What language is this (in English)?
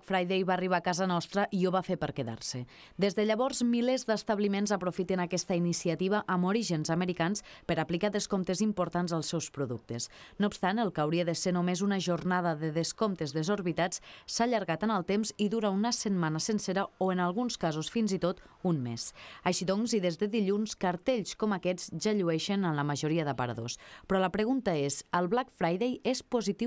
Catalan